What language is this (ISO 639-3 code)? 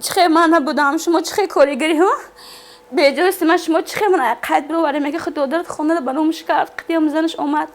tgk